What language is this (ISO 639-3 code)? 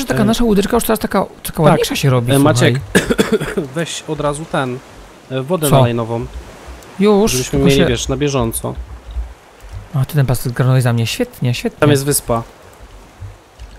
pol